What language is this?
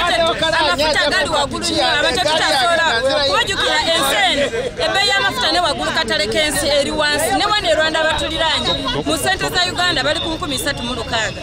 Ganda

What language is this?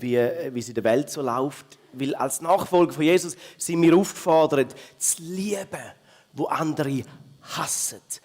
Swiss German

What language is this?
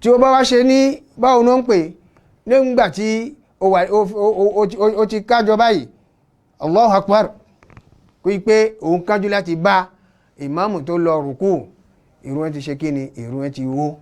Yoruba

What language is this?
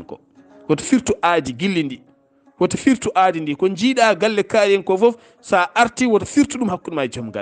Fula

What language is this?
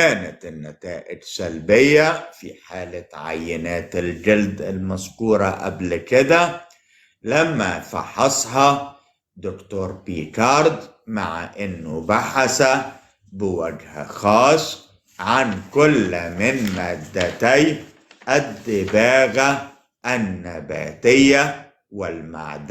Egyptian Arabic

